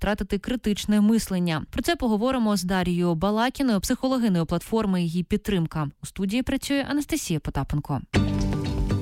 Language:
Ukrainian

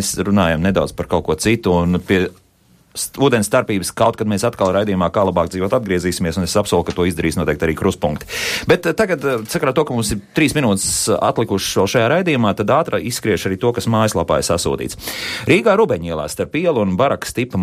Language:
Latvian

